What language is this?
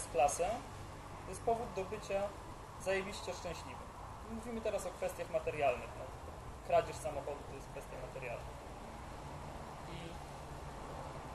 Polish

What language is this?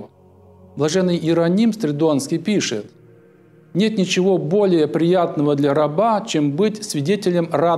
Russian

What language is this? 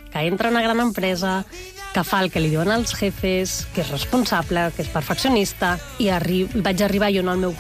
Catalan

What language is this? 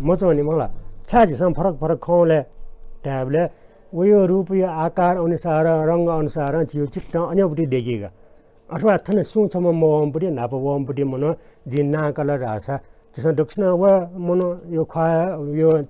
Newari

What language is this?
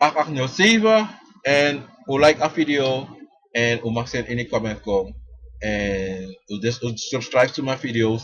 Sranan Tongo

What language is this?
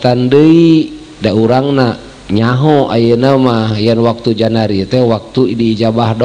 Sundanese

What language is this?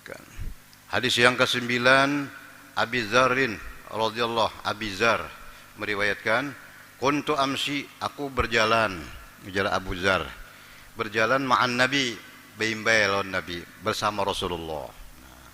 Banjar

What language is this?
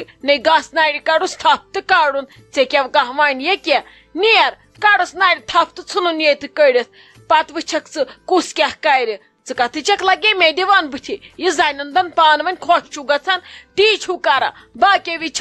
Kashmiri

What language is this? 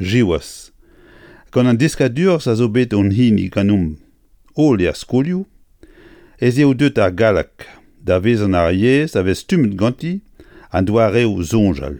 Breton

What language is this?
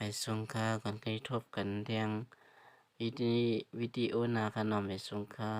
Shan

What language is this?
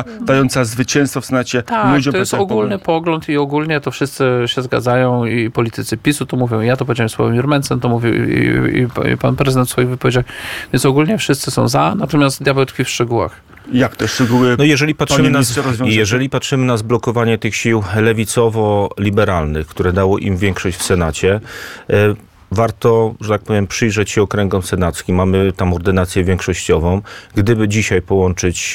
Polish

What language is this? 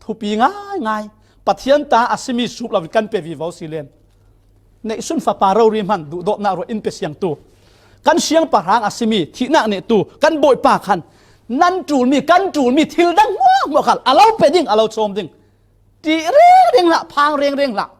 Falam Chin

